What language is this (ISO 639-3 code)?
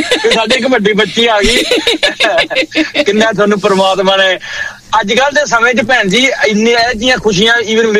pan